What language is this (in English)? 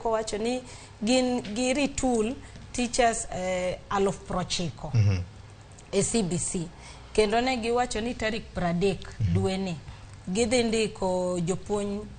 Luo (Kenya and Tanzania)